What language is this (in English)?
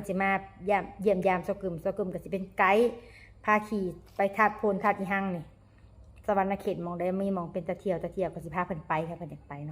Northeastern Thai